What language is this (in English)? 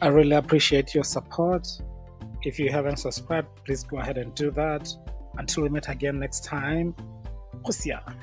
Tswana